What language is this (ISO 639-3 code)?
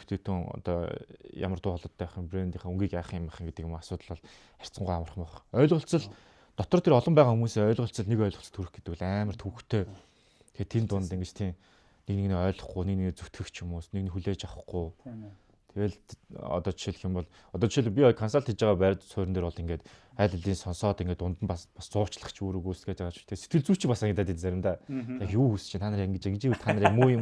mon